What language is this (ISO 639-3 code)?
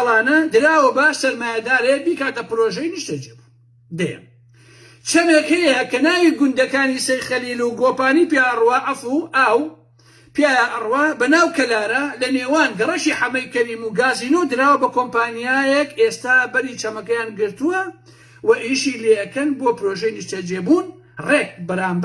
ckb